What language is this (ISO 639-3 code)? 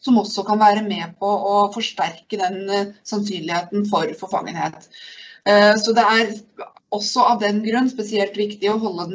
nor